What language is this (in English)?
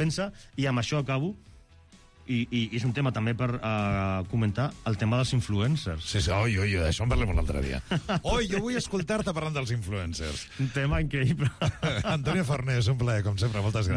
Catalan